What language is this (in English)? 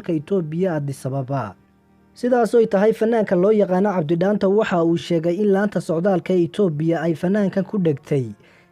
Somali